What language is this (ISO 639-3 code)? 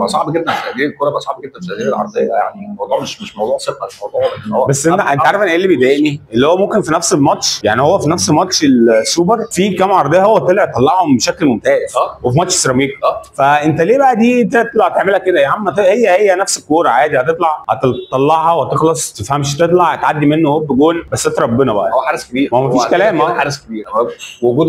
arz